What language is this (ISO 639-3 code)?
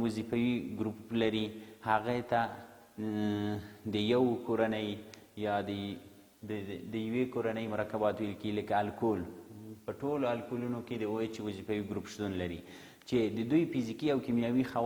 pus